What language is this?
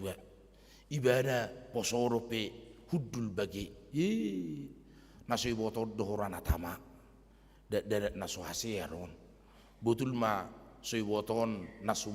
Batak Toba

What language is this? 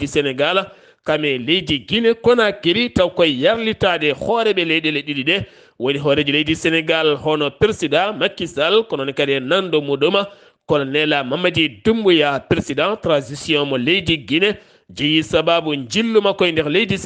Fula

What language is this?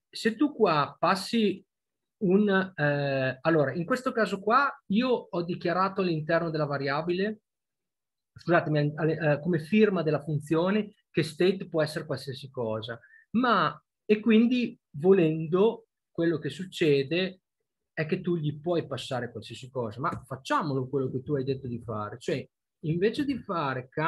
Italian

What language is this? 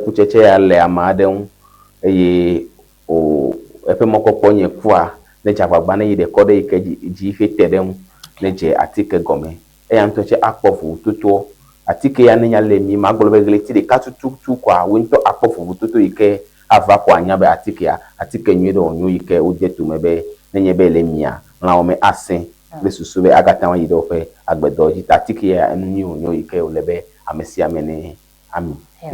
Ewe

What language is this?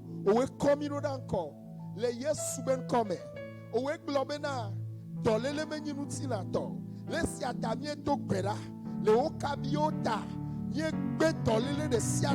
Ewe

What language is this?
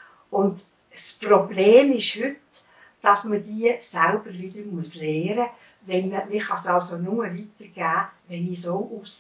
Swiss German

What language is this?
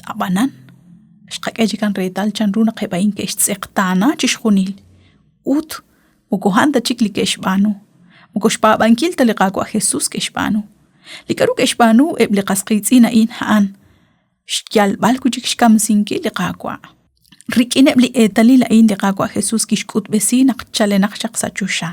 Kekchí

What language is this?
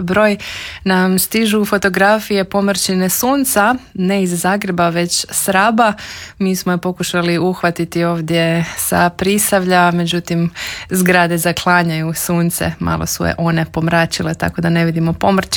Croatian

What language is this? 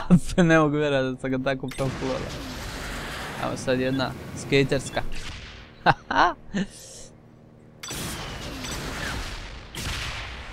Croatian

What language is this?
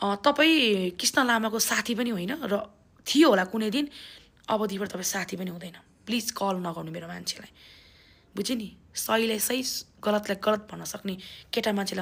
Nepali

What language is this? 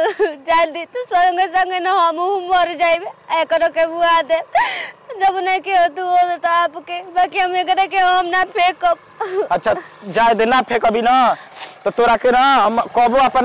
Bhojpuri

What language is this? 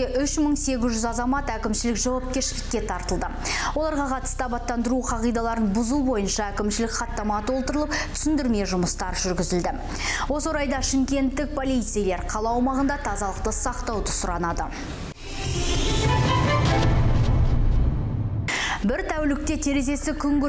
Kazakh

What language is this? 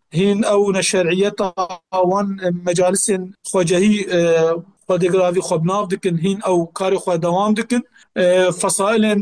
Kurdish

